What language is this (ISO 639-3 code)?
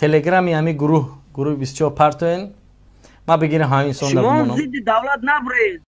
tgk